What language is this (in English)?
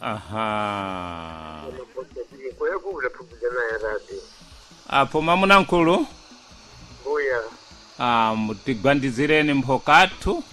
Sena